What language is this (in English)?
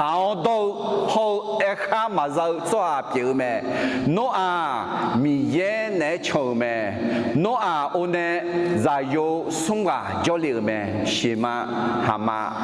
Akha